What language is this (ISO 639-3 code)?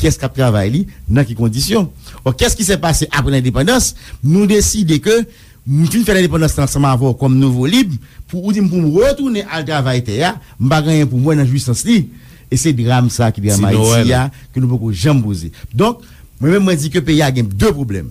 hat